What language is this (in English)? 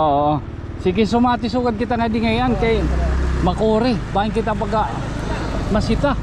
Waray